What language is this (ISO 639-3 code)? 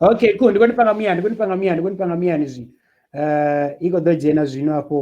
ven